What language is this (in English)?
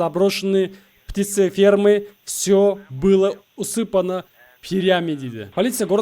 Kazakh